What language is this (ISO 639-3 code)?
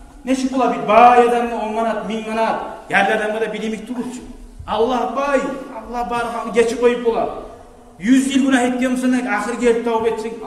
kum